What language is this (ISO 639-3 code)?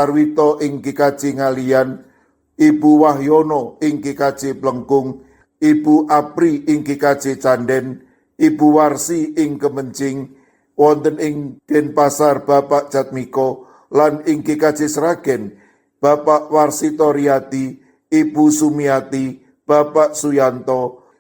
jav